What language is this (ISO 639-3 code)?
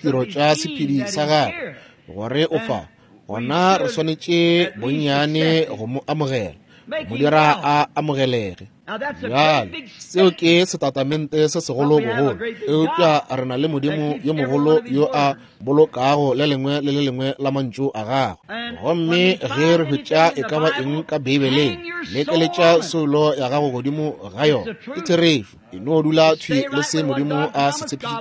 nso